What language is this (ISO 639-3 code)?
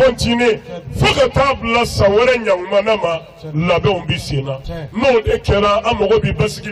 bam